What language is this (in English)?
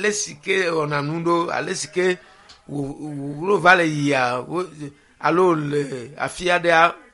Ewe